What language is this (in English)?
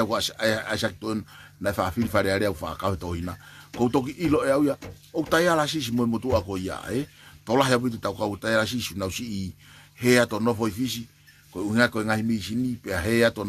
Tongan